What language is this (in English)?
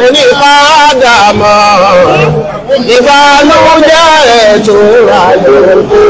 Yoruba